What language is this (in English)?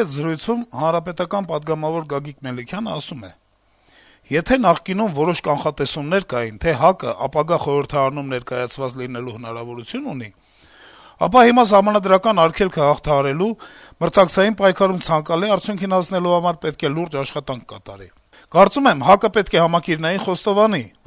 Armenian